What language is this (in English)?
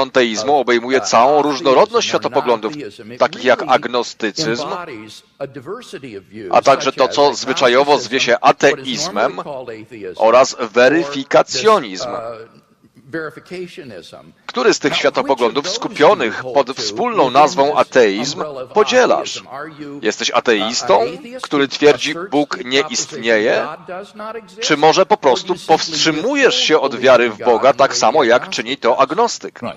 Polish